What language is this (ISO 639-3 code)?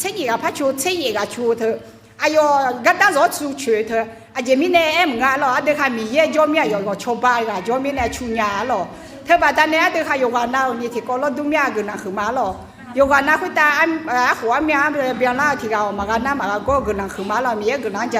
ahk